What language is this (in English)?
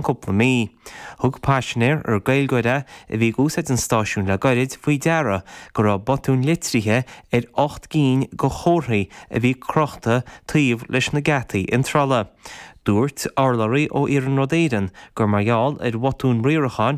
Irish